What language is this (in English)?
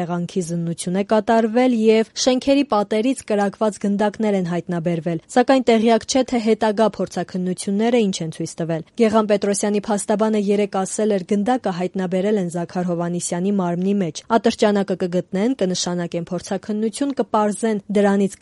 Armenian